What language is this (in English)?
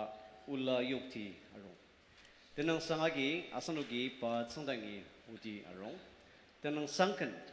Ao Naga